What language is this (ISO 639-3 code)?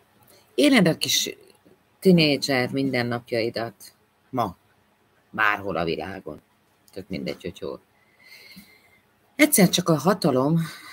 hun